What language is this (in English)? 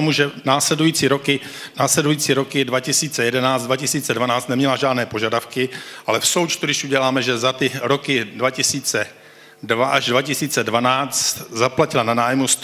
Czech